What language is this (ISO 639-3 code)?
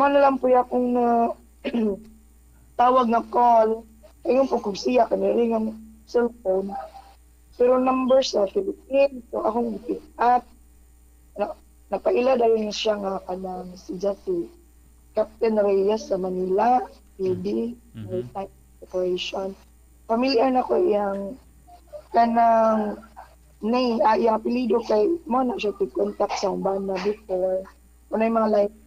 ceb